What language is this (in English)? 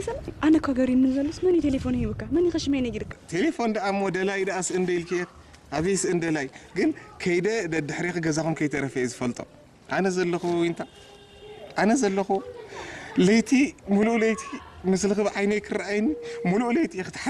Tigrinya